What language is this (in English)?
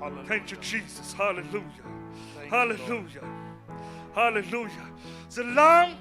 Plautdietsch